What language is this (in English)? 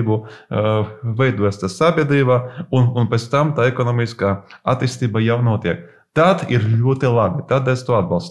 Latvian